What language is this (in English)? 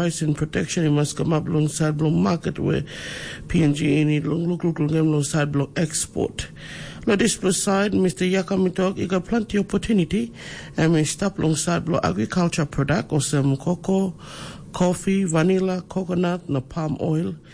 Tok Pisin